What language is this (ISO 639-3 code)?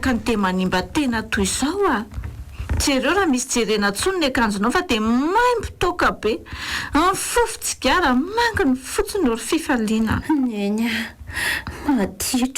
mlg